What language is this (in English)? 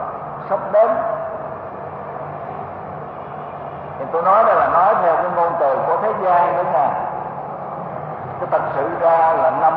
Vietnamese